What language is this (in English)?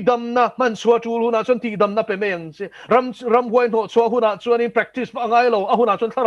Mizo